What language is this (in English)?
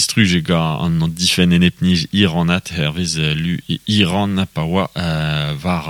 Breton